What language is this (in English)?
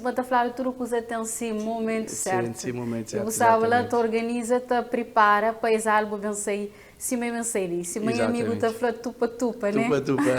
Kabuverdianu